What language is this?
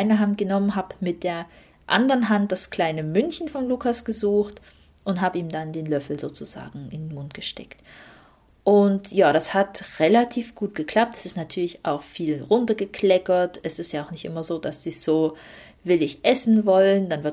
German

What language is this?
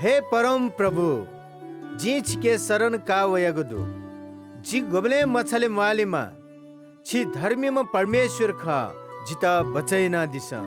Newari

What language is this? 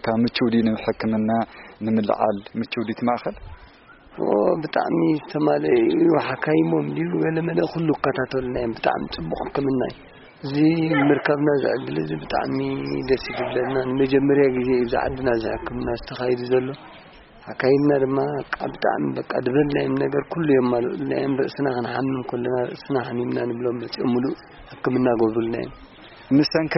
Tigrinya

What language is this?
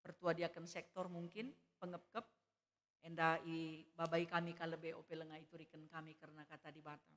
Batak Karo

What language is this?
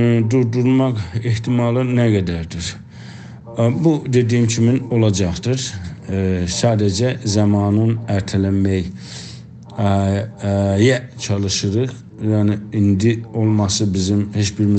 South Azerbaijani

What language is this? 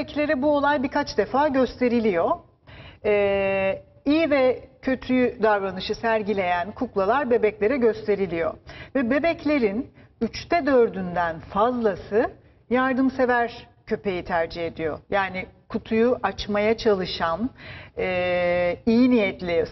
Turkish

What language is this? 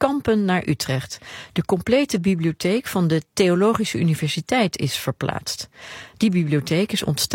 Dutch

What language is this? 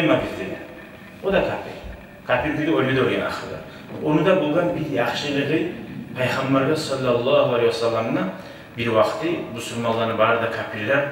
Kumyk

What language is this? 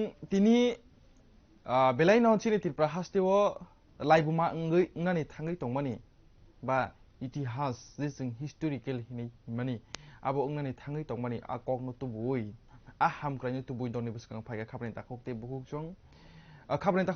Kok Borok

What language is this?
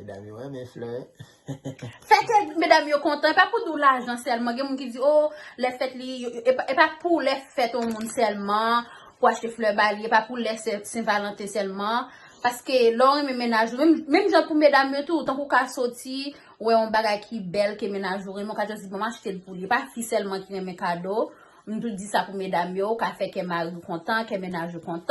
Haitian Creole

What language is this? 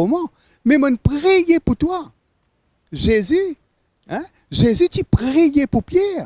Morisyen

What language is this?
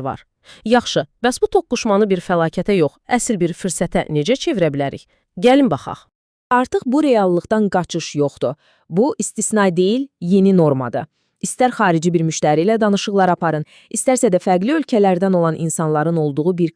Azerbaijani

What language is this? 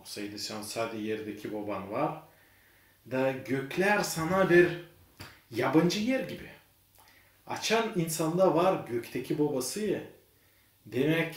Gagauz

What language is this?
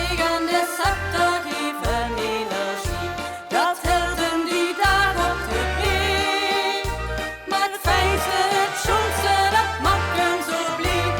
Limburgish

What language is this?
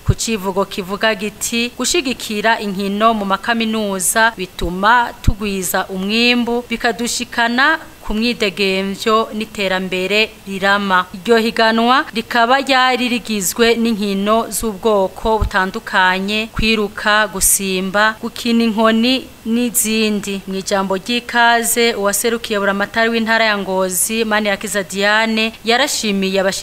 Rundi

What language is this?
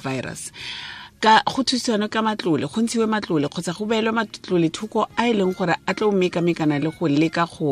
Tswana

